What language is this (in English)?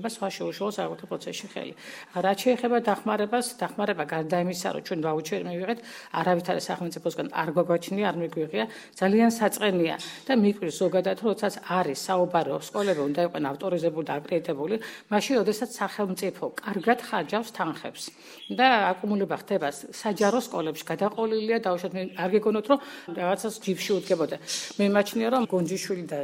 Georgian